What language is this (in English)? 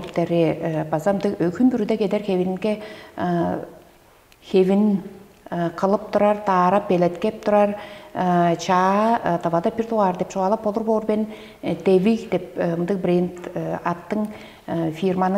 Tuvinian